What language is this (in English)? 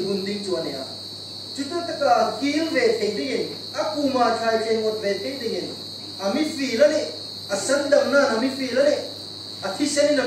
Hmar